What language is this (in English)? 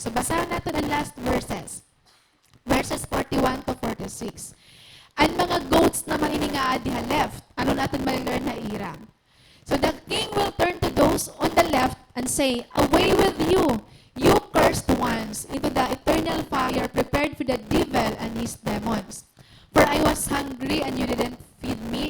Waray